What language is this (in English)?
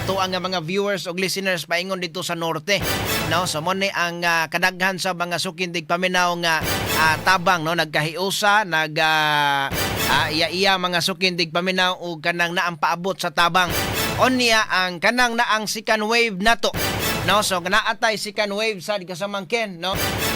Cebuano